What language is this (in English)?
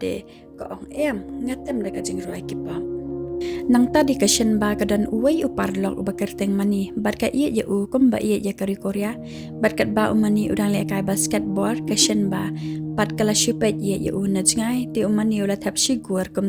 Khasi